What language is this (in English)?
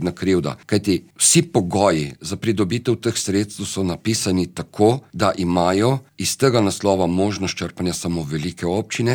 Slovenian